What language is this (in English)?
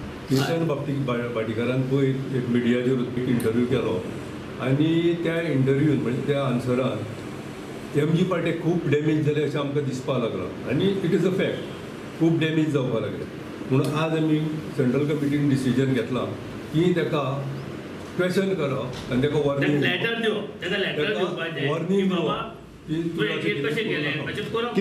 Konkani